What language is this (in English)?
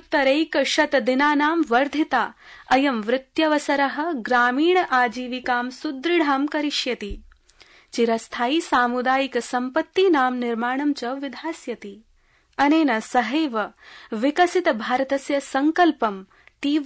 Sanskrit